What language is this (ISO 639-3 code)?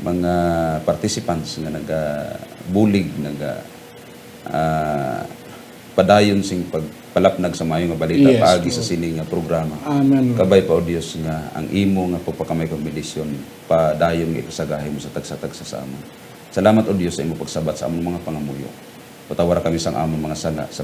hil